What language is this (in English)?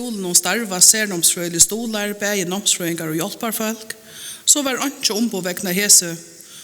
Faroese